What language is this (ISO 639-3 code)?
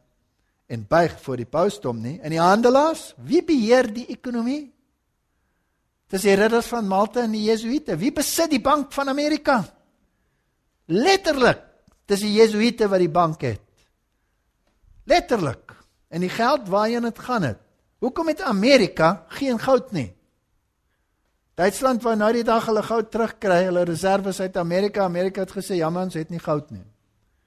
afr